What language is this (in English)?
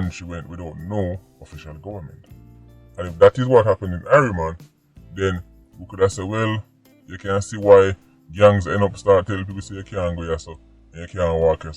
Jamaican Creole English